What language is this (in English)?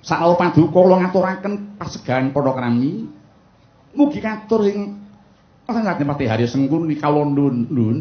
Javanese